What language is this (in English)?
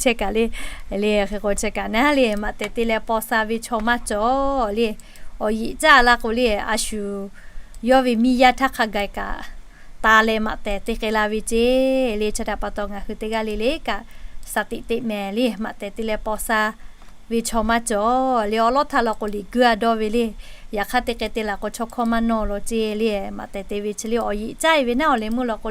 Lahu